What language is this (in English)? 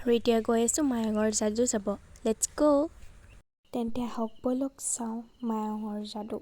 Assamese